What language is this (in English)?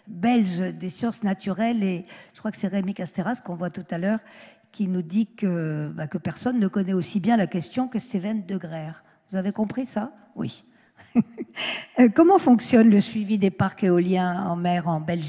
French